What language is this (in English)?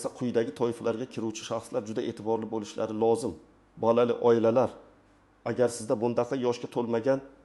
Uzbek